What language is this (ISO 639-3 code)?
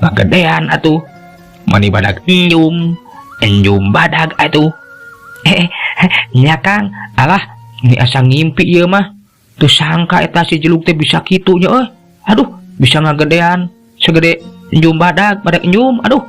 sun